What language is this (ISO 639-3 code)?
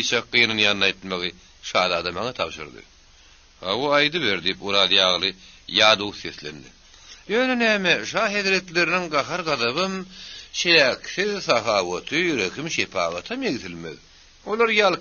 tuk